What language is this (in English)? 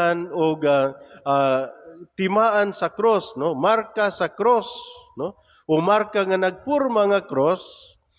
Cebuano